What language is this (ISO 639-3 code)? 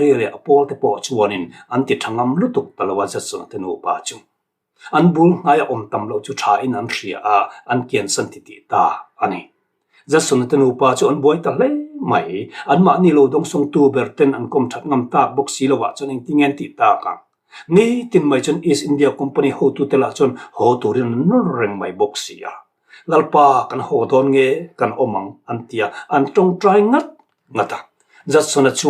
lus